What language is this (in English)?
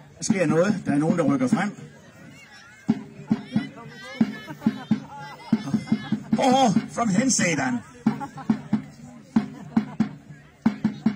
Danish